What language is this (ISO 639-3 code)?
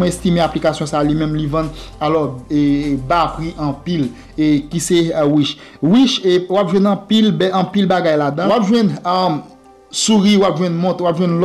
hat